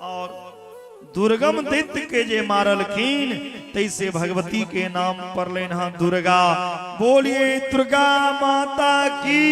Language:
Maithili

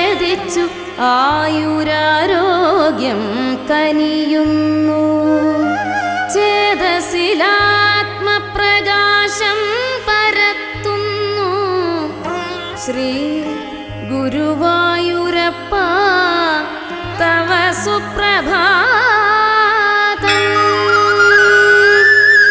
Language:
Malayalam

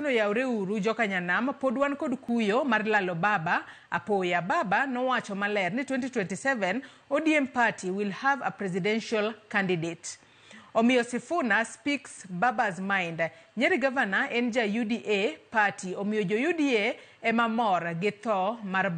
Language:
Luo (Kenya and Tanzania)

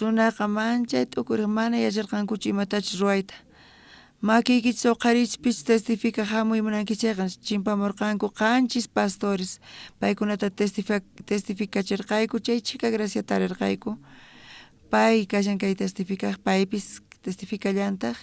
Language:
South Bolivian Quechua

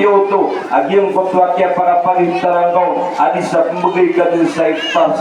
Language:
Maranao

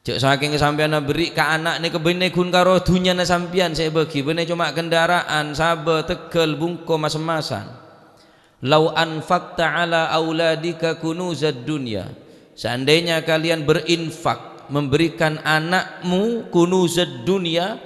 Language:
Madurese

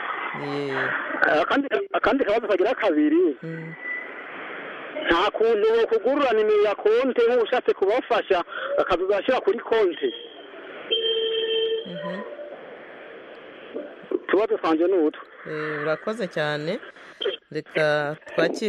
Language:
Kinyarwanda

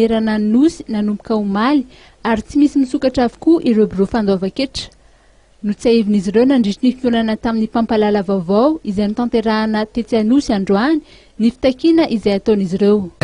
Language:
Malagasy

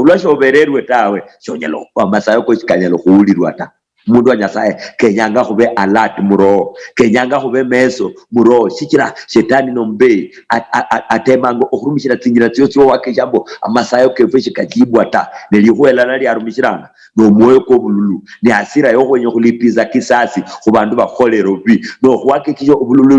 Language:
Luyia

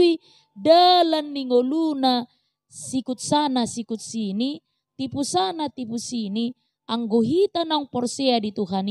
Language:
Batak Toba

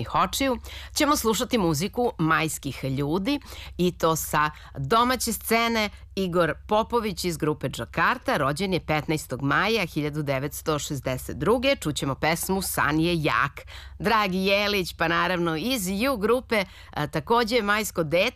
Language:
Serbian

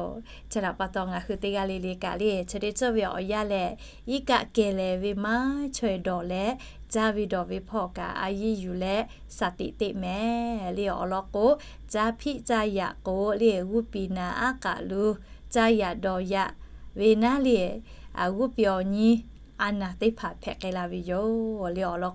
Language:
Lahu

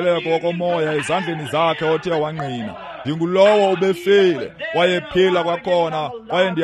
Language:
Xhosa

